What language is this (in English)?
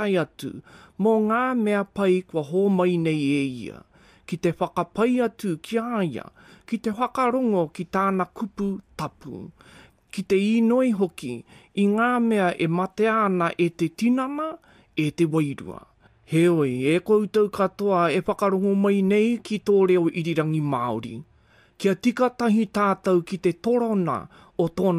Māori